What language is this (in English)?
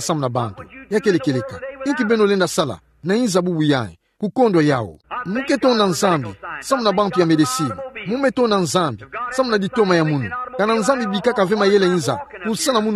Kituba (Democratic Republic of Congo)